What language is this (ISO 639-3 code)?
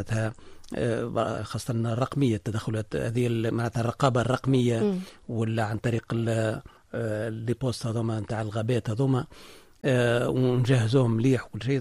aeb